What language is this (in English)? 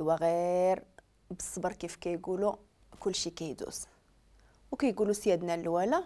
Moroccan Arabic